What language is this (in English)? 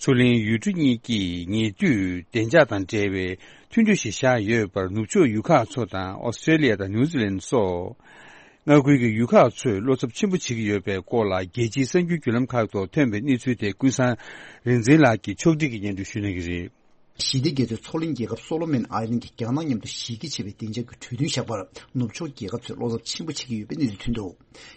Tibetan